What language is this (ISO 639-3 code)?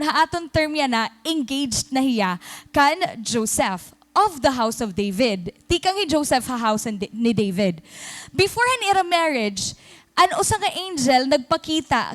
war